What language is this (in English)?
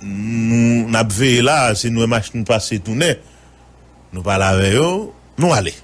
Haitian Creole